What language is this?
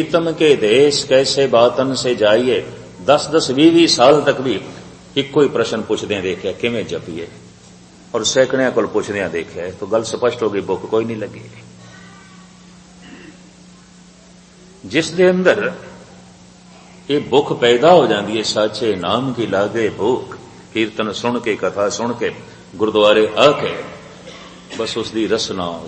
Punjabi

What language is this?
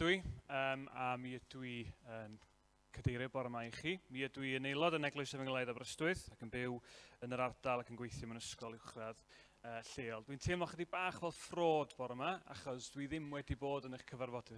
Welsh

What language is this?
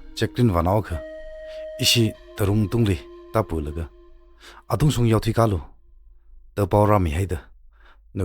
Tangkhul Naga (India)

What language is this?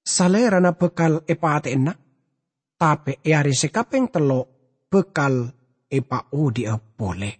Madurese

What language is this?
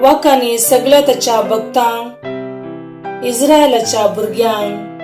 Konkani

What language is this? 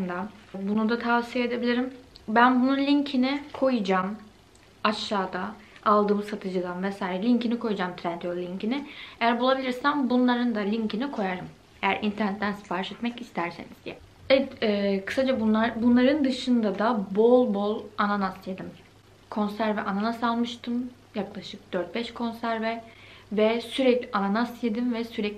Turkish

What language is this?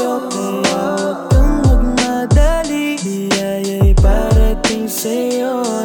Filipino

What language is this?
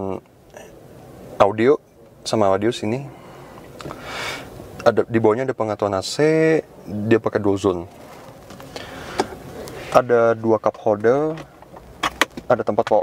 Indonesian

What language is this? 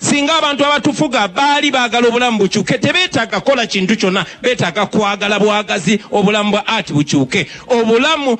Ganda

